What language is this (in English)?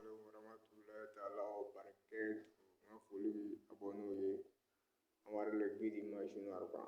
Bambara